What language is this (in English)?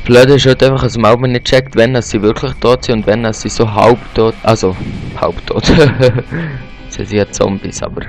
Swiss German